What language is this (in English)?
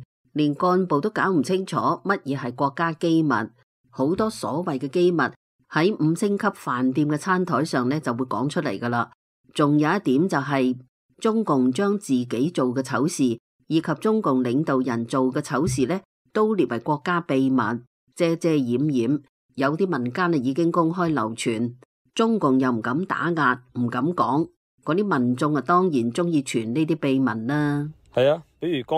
Cantonese